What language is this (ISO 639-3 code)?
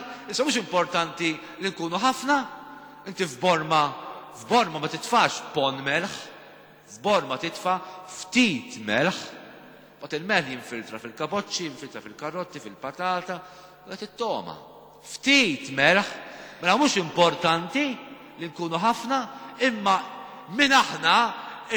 mlt